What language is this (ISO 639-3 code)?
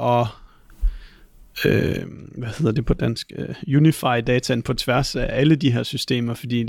dan